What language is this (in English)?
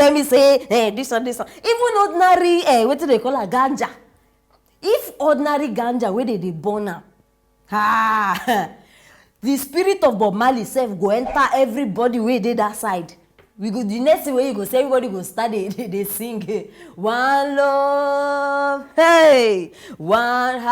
Nigerian Pidgin